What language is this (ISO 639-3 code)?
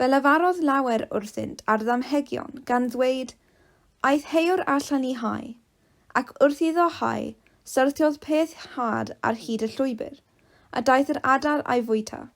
cym